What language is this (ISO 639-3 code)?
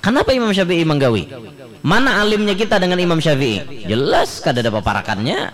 bjn